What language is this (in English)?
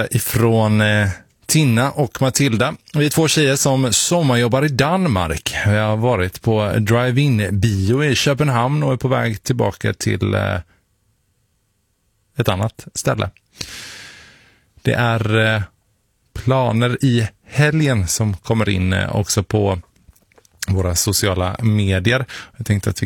Swedish